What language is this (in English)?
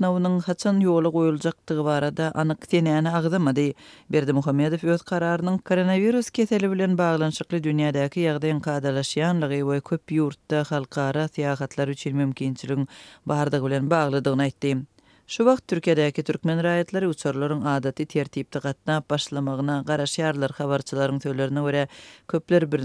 Turkmen